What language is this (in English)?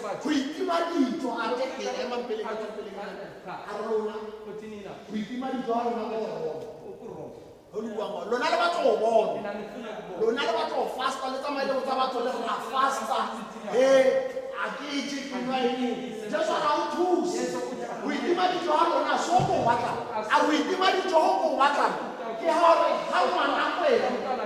Tswana